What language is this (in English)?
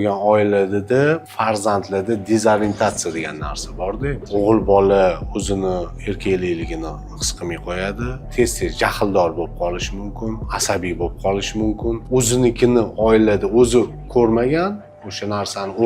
Uzbek